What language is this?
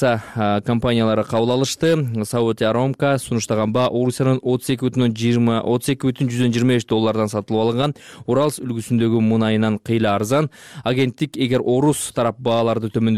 Kyrgyz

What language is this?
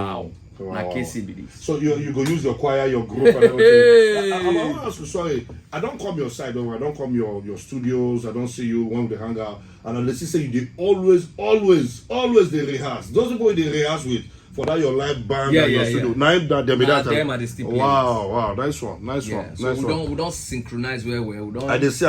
Nigerian Pidgin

